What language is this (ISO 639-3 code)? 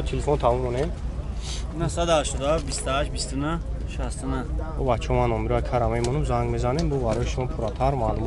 tgk